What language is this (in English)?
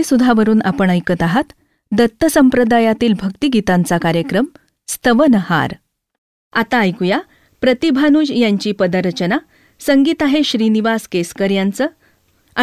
Marathi